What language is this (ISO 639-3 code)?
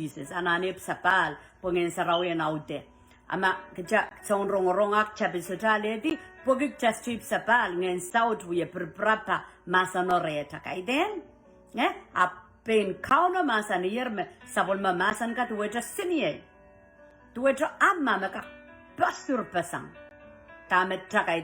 pon